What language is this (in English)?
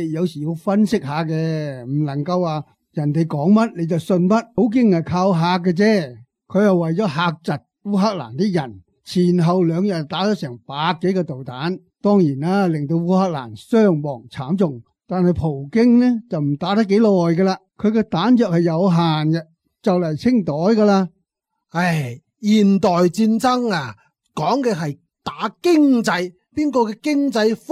Cantonese